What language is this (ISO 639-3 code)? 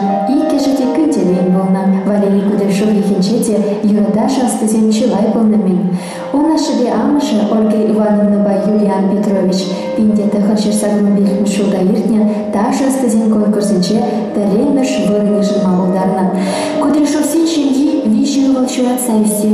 chv